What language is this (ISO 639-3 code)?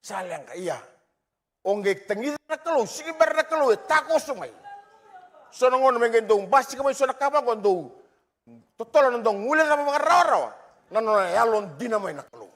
fij